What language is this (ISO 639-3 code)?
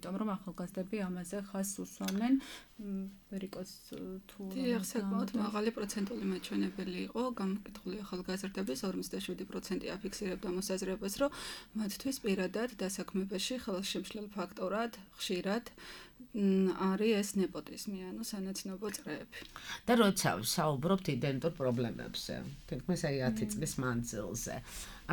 kat